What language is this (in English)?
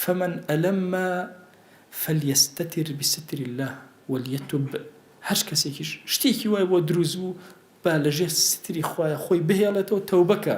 Central Kurdish